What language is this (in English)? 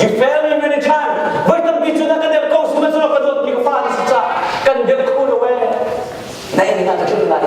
Hakha Chin